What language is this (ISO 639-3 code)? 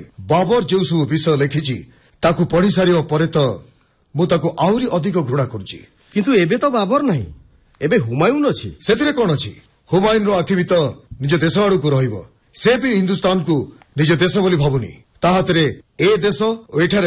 ori